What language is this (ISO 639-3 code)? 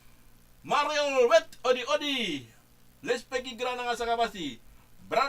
srn